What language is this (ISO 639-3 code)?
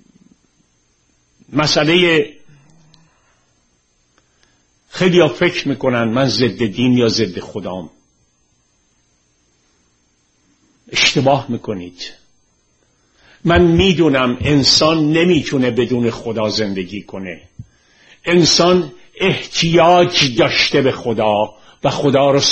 fas